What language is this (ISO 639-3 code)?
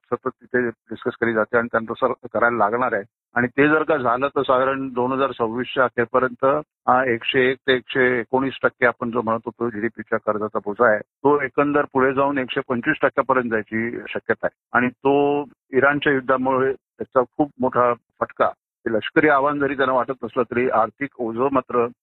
mar